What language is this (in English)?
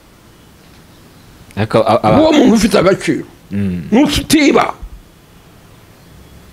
Kinyarwanda